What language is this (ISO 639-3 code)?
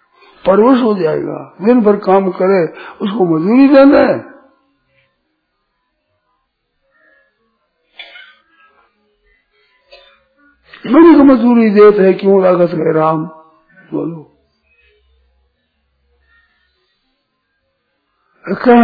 hin